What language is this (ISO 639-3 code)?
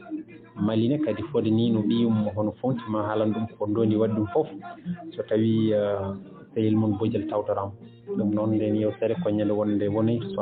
ful